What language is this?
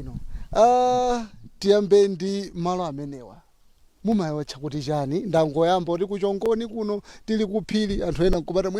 Nyanja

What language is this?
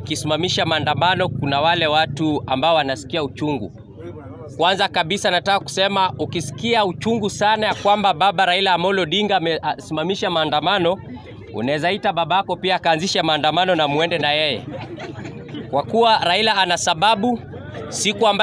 Swahili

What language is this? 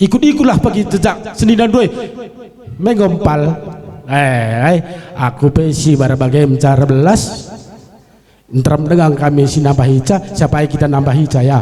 Batak Karo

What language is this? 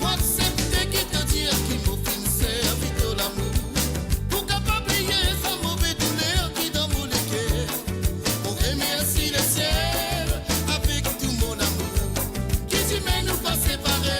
Morisyen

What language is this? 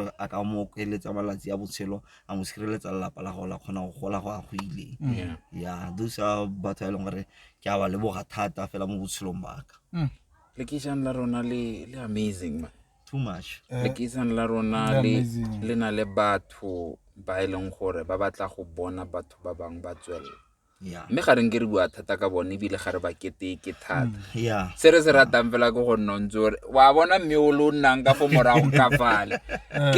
Tswana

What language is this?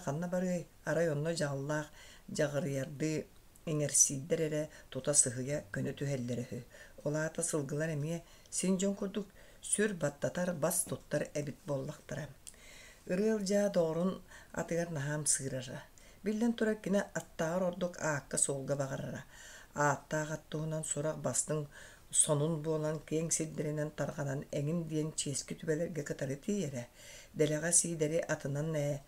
Yakut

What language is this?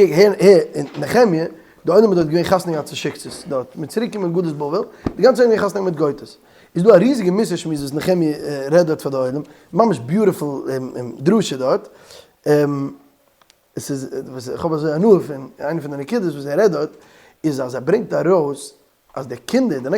Yiddish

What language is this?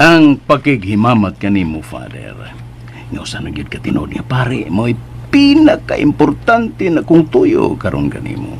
Cebuano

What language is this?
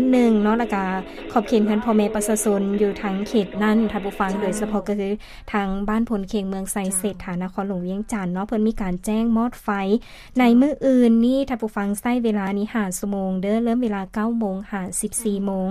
Lao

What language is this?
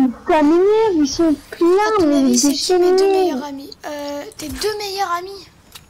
French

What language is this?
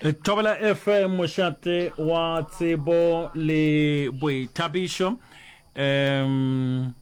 Northern Sotho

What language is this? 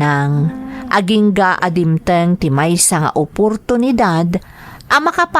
Iloko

